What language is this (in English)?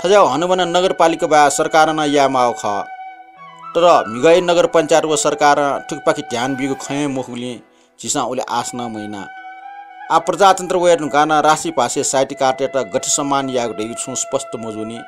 Newari